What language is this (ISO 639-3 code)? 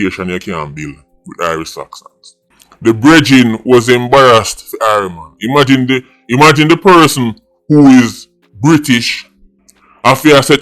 jam